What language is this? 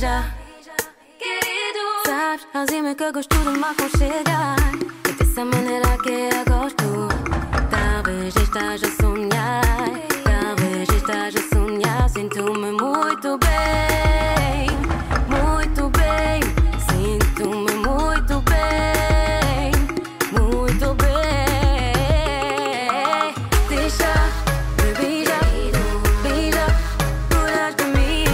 Portuguese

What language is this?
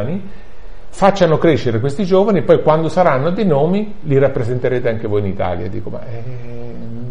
Italian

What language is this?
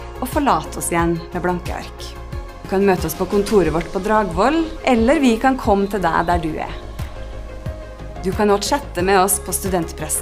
Norwegian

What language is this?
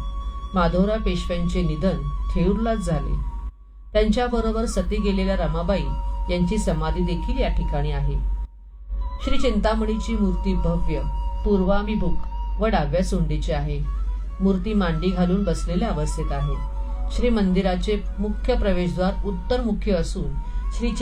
Marathi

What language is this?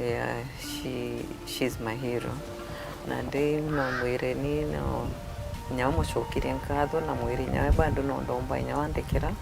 Meru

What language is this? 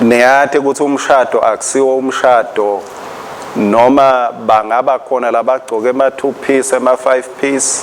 Swati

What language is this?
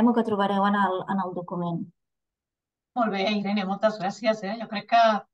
Catalan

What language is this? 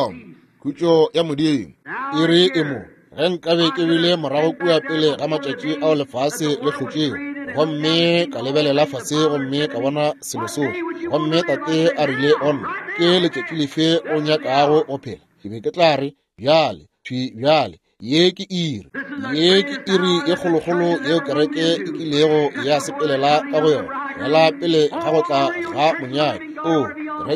Northern Sotho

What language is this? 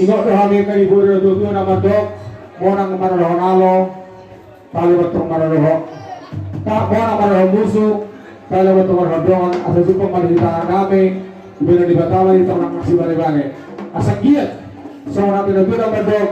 Batak Toba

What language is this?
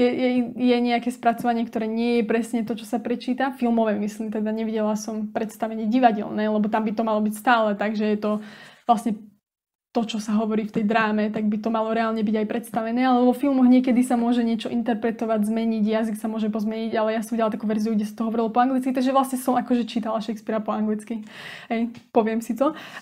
Slovak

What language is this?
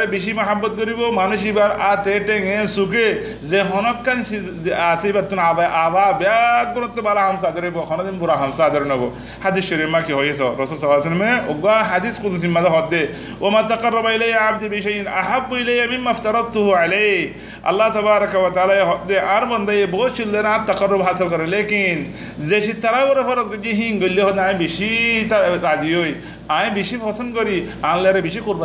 Rohingya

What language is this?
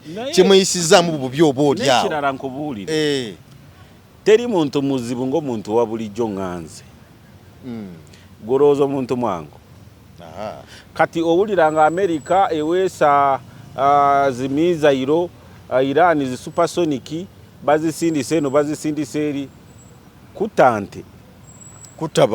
Ganda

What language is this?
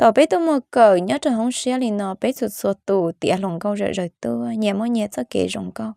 Hmong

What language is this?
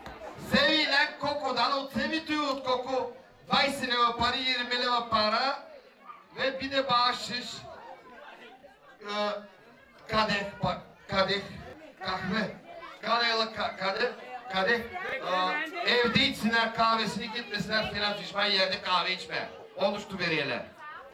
Turkish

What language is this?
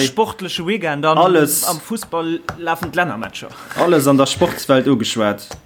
Luxembourgish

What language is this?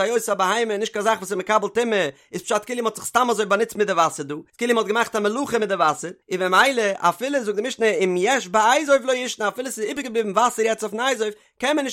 Yiddish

